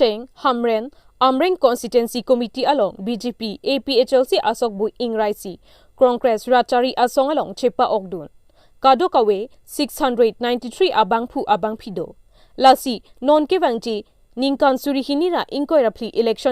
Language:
Karbi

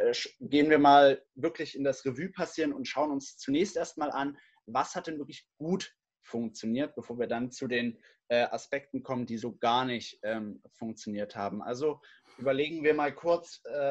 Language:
German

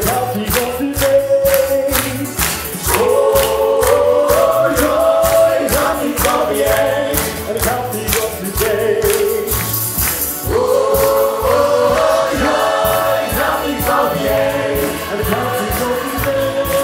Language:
Dutch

